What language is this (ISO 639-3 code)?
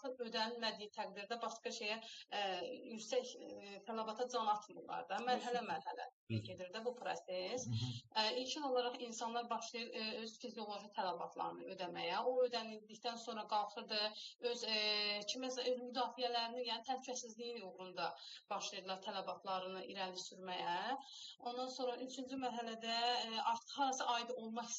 aze